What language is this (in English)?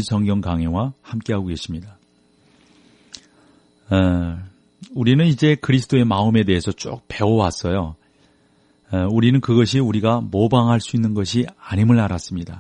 Korean